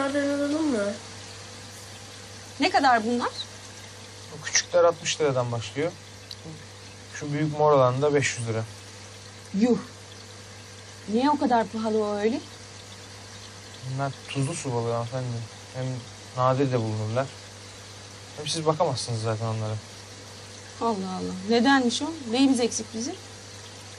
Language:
Turkish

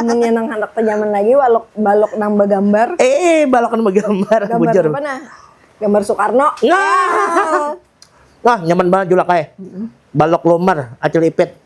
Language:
Banjar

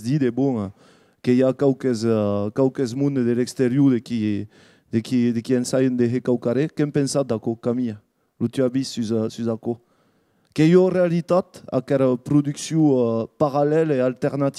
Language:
Occitan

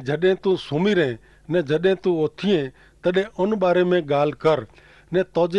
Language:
Kachhi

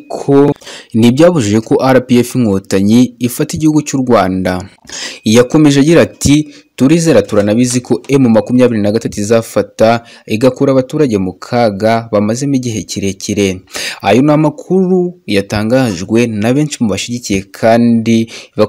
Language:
Kinyarwanda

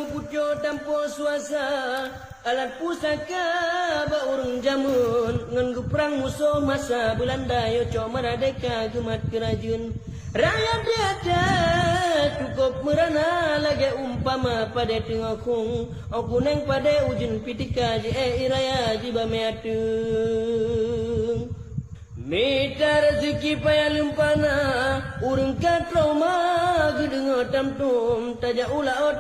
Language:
Achinese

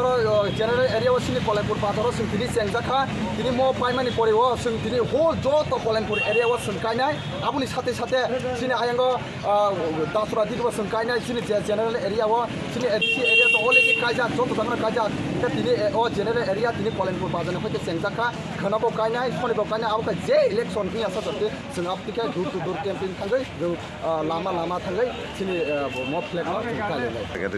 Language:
Kok Borok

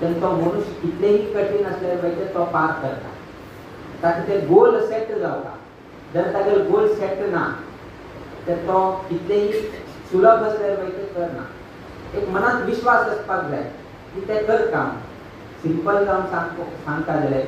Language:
Konkani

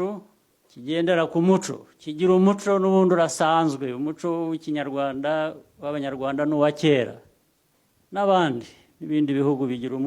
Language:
Kinyarwanda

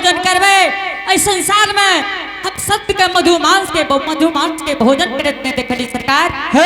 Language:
Angika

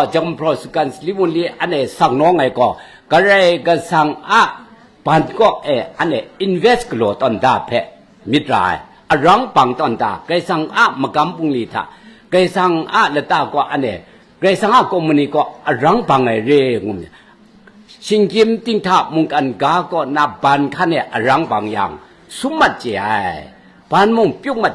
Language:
Kachin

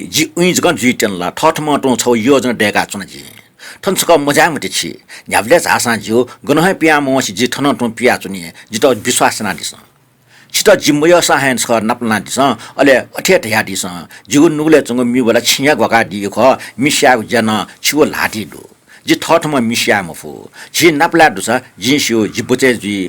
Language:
Newari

